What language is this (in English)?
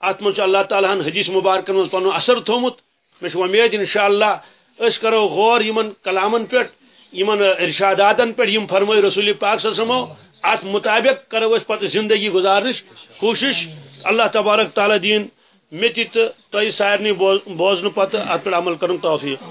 Kashmiri